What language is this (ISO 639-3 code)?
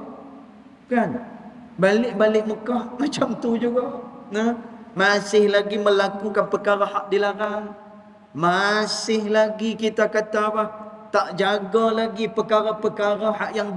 msa